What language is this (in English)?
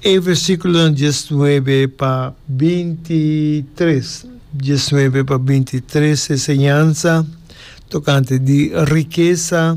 Papiamento